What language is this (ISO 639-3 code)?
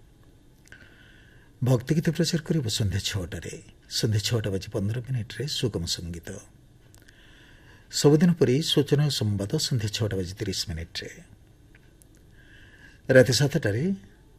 ori